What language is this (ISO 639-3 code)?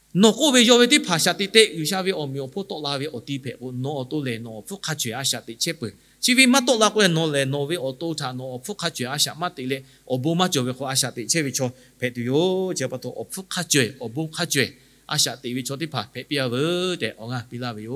lhu